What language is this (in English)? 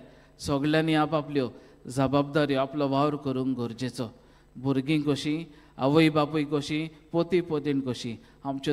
Konkani